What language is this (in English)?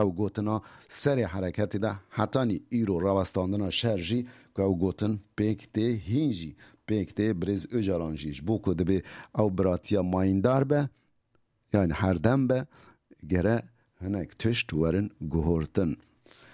Kurdish